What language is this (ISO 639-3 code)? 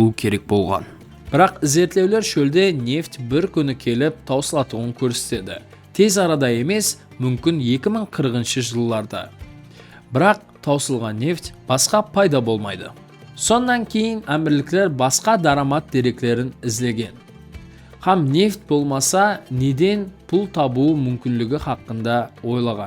kaa